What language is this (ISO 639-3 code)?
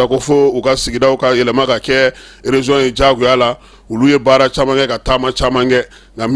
bam